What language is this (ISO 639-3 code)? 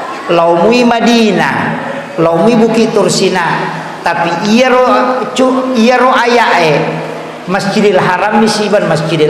bug